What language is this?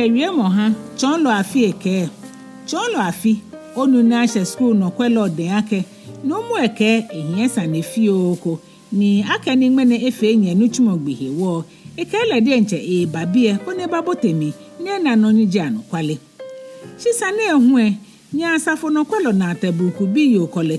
Ga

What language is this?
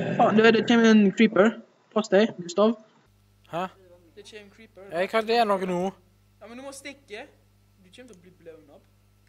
Norwegian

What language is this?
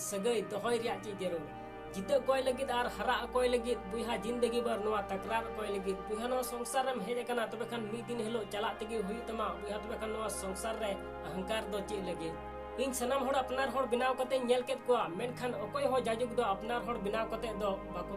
Santali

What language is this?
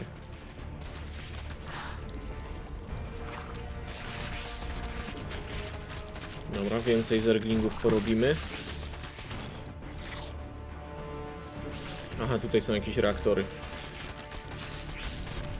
Polish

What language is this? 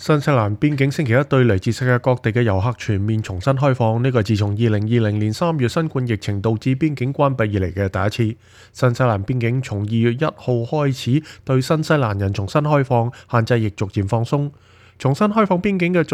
Cantonese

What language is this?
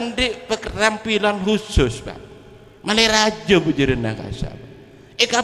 Madurese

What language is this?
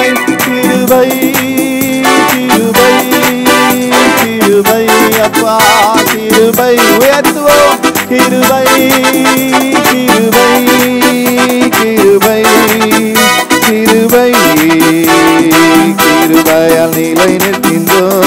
Tamil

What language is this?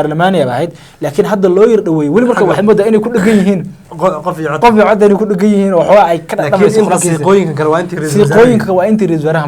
Somali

